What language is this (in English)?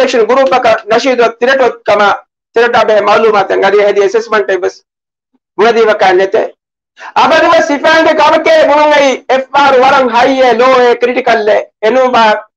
Divehi